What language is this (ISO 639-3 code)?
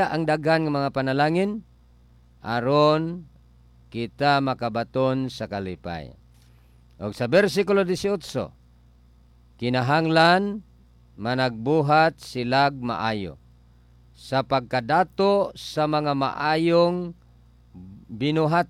ceb